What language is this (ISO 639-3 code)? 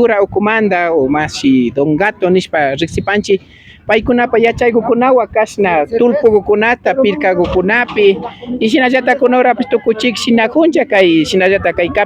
qvi